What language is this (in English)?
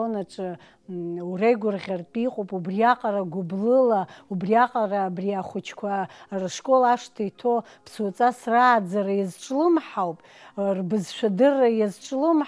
Abkhazian